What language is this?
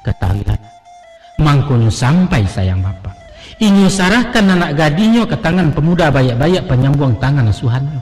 Minangkabau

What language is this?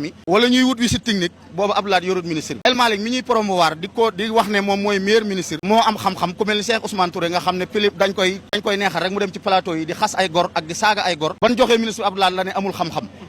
Wolof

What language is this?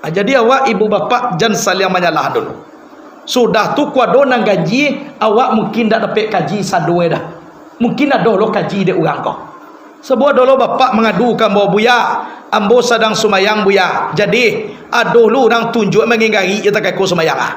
Minangkabau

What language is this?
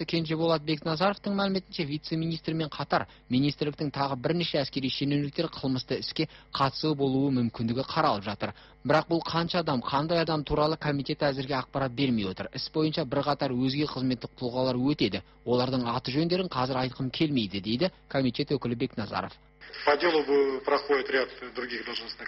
Kazakh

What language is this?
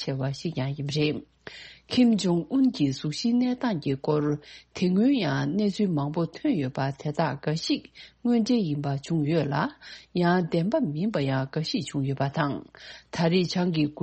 Tibetan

